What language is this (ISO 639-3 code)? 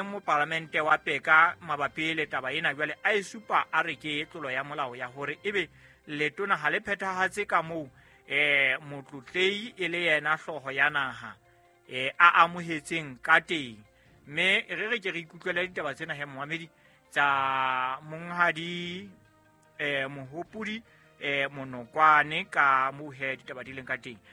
sot